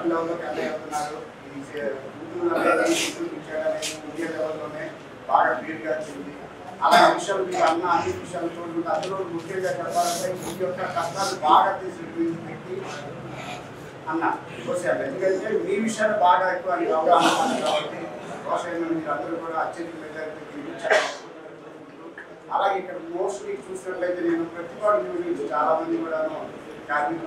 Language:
Telugu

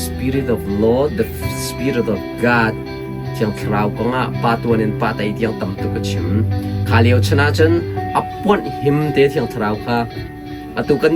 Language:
Hakha Chin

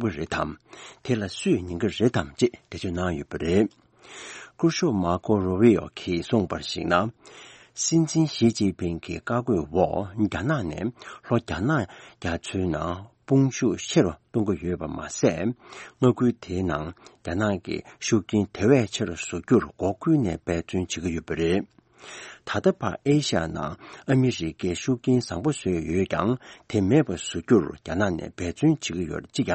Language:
Tibetan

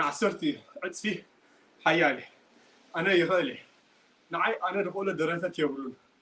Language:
Tigrinya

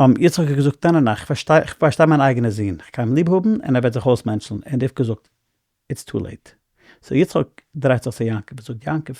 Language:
Yiddish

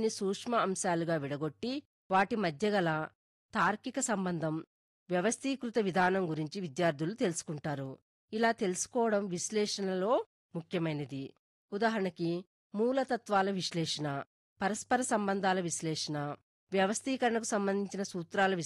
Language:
Telugu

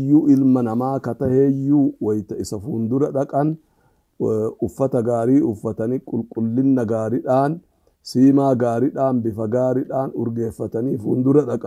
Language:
Oromo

